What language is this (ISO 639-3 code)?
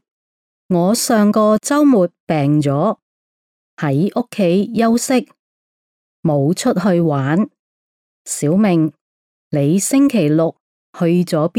yue